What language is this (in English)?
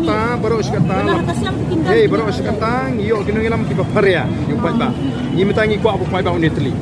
Khasi